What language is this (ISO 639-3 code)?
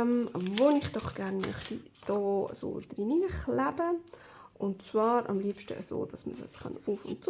gsw